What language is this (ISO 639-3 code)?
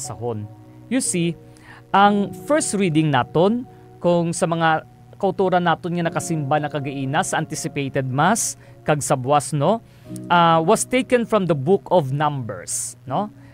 hil